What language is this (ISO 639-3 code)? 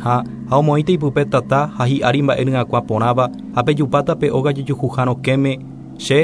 grn